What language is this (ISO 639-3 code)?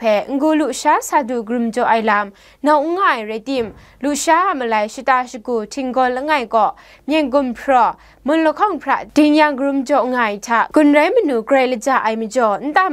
kac